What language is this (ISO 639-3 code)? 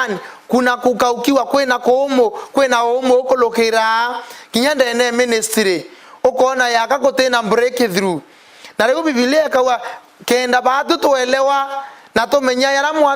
mer